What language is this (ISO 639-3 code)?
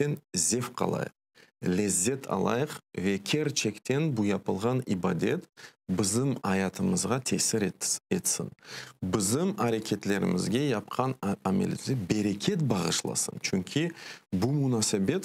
crh